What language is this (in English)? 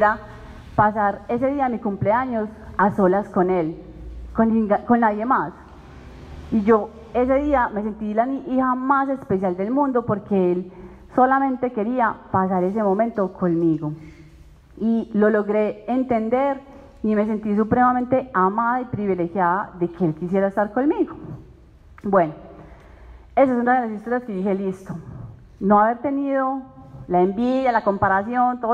Spanish